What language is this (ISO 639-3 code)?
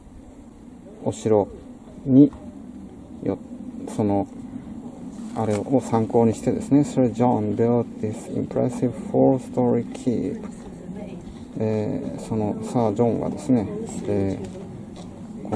jpn